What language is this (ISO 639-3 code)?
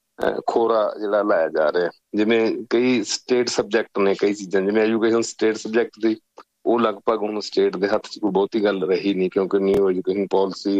pan